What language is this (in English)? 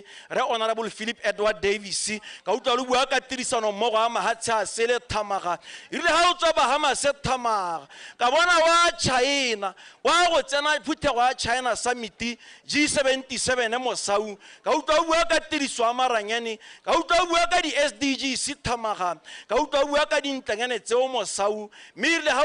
Tswana